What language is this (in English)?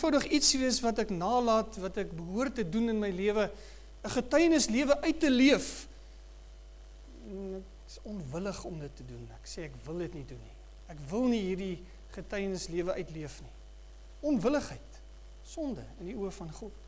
Afrikaans